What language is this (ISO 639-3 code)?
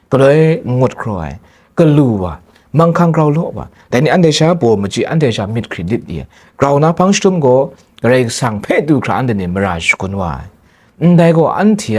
kac